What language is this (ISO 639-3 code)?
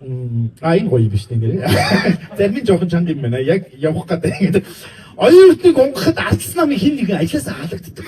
mon